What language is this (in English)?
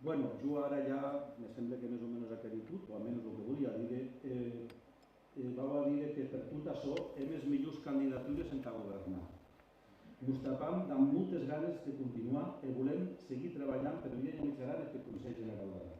Occitan